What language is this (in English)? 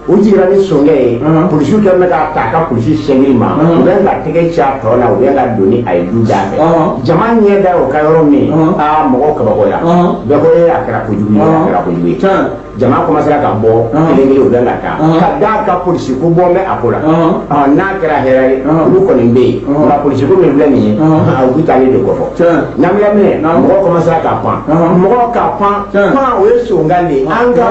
Bambara